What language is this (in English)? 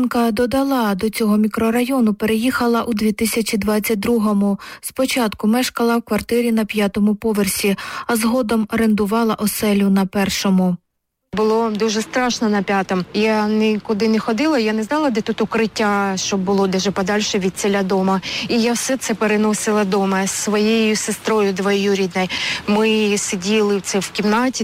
Ukrainian